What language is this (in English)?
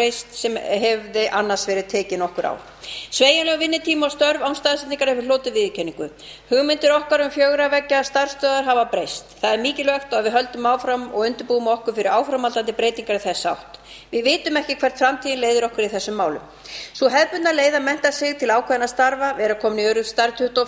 Icelandic